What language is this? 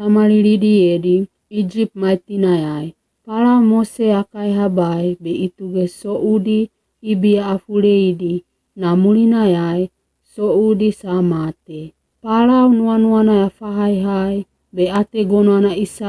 Wagawaga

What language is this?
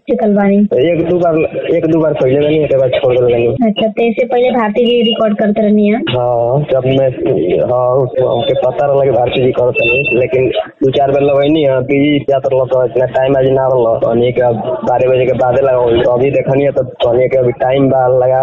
Bhojpuri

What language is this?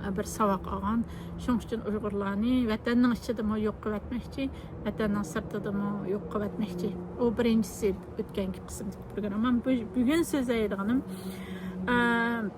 Uyghur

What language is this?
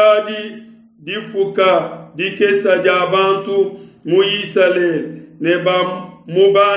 Luba-Lulua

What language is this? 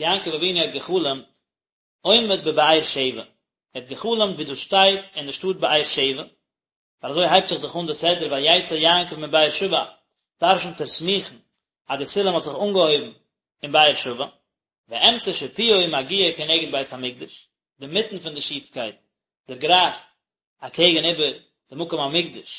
Yiddish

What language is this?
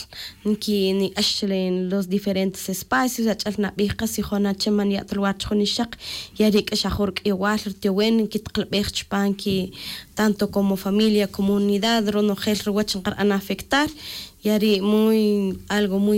Tz'utujil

